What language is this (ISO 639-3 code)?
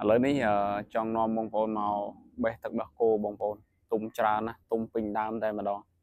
khm